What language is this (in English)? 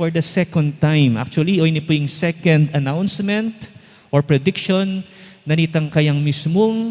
Pampanga